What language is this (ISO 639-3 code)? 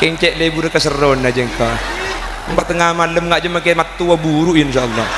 mad